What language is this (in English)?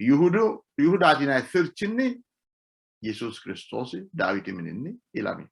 Sidamo